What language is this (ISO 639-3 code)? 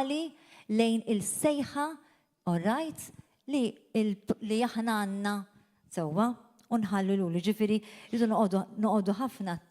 mlt